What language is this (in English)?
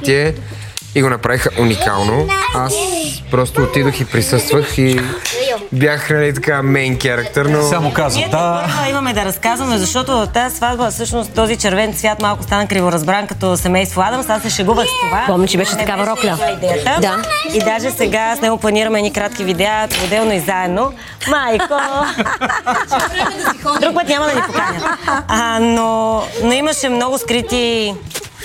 Bulgarian